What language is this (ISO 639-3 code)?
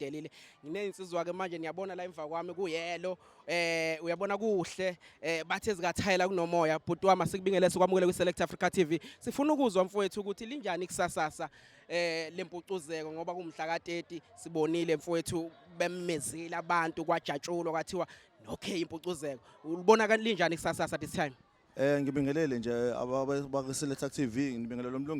zul